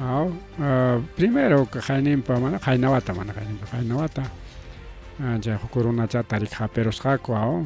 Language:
Ayacucho Quechua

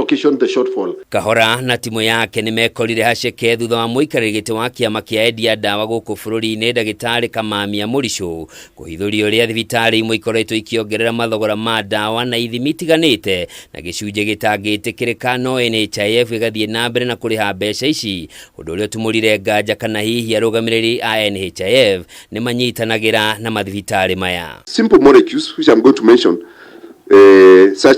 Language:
Kikuyu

